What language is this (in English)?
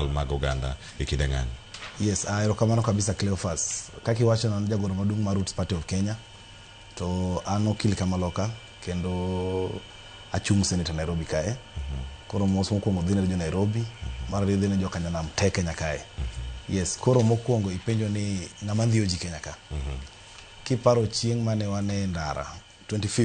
Luo (Kenya and Tanzania)